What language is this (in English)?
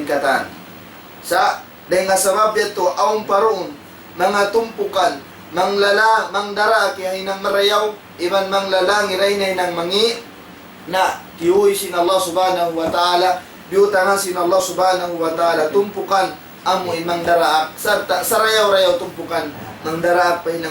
Tausug